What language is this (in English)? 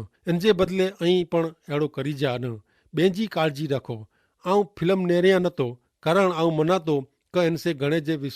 Kachhi